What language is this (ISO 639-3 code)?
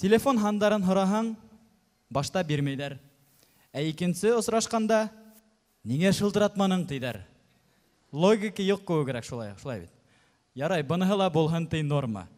bak